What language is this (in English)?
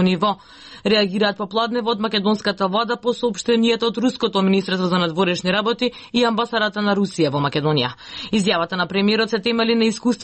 Macedonian